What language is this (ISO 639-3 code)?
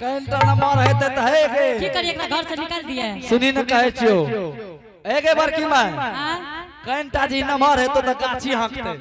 anp